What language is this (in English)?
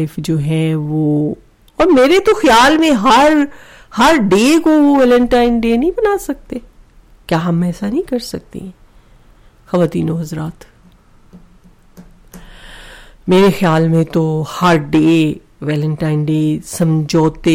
Urdu